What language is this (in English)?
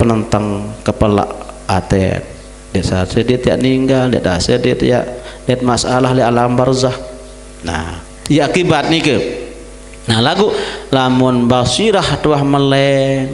Sasak